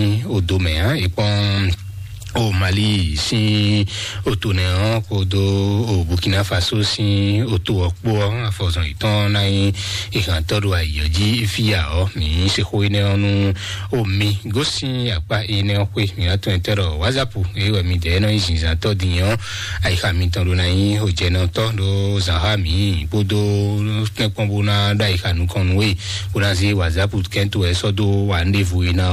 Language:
Fon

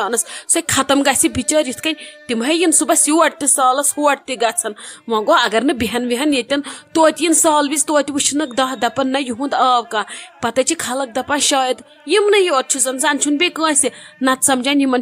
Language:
Kashmiri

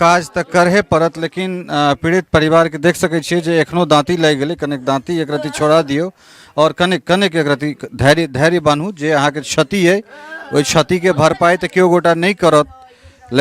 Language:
Maithili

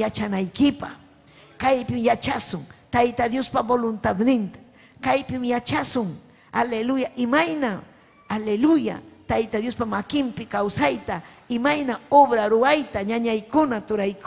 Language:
Ayacucho Quechua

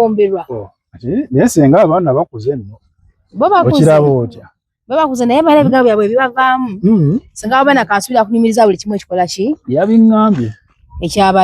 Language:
Ganda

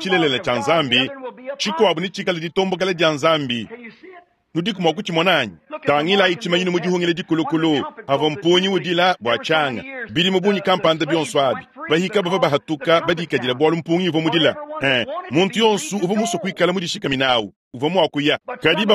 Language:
Luba-Lulua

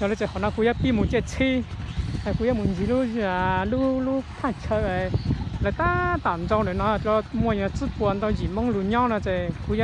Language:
Hmong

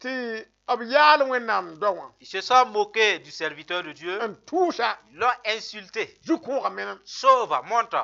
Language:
Mossi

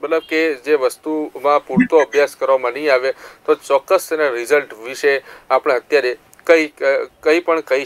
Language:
Gujarati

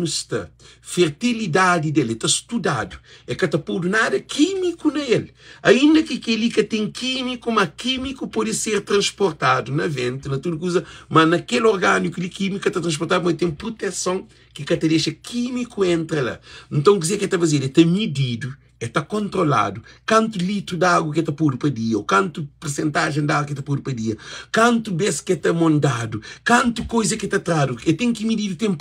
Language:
Kabuverdianu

